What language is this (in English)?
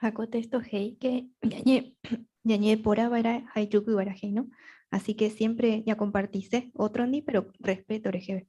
Guarani